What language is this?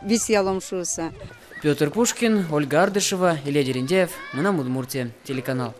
Udmurt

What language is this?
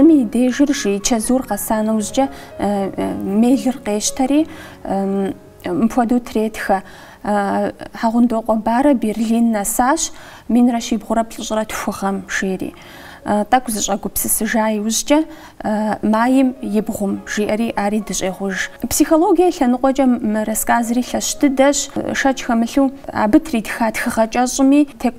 Kabardian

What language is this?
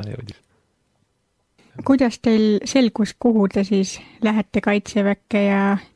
Estonian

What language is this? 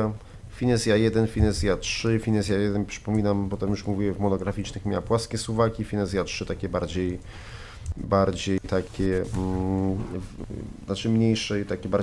Polish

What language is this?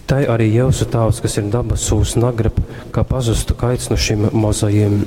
Latgalian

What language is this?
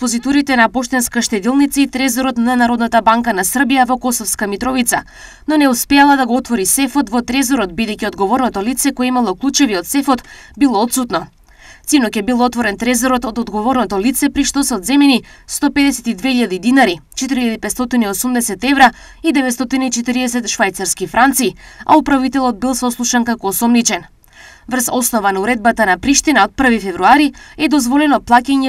Macedonian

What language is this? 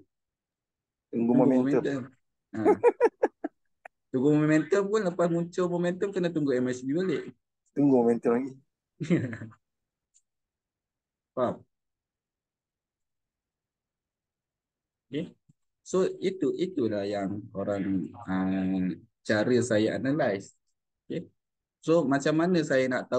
Malay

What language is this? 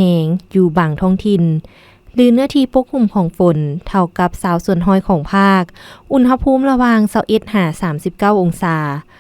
Lao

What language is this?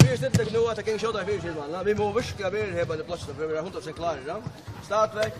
Faroese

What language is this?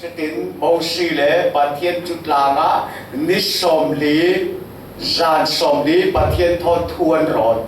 Falam Chin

